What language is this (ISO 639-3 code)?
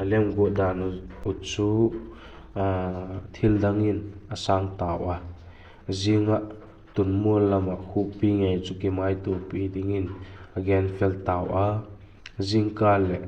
vap